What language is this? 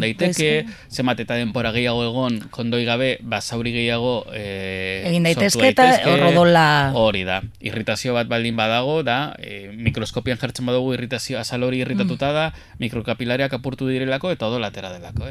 Basque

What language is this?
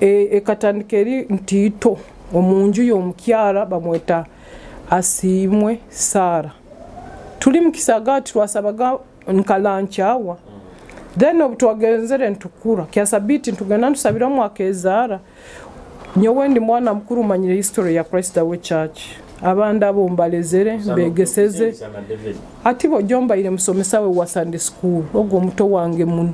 Nyoro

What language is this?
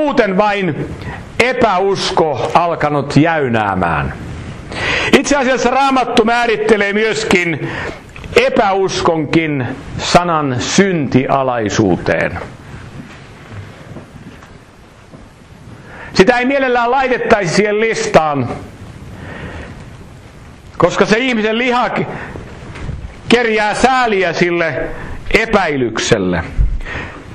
Finnish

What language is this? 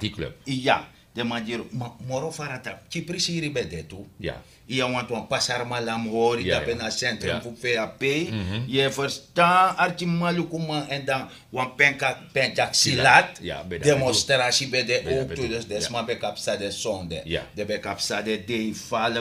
Sranan Tongo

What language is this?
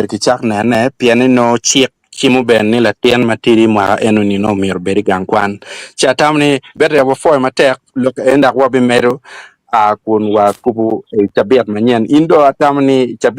Acoli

